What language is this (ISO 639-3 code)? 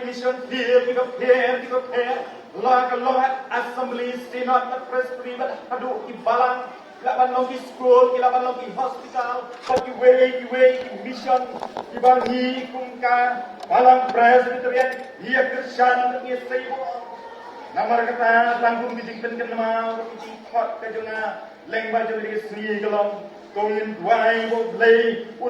kha